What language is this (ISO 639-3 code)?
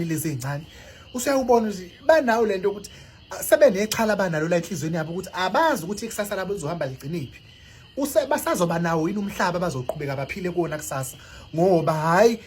zul